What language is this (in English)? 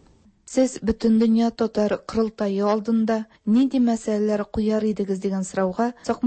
Tatar